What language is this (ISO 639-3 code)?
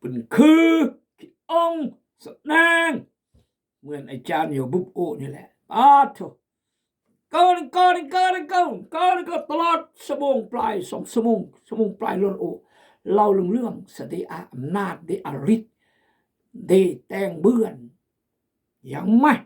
kjg